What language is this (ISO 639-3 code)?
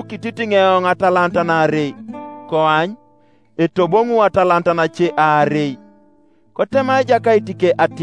teo